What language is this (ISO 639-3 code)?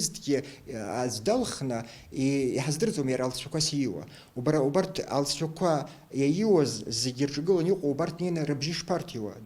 abk